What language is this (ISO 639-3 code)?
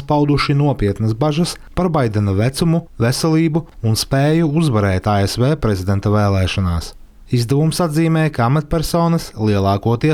lav